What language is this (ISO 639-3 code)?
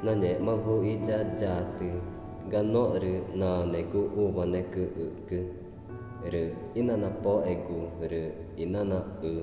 tca